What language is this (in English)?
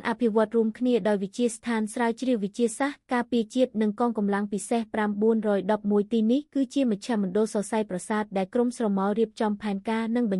Khmer